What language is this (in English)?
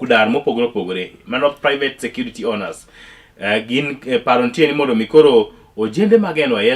Luo (Kenya and Tanzania)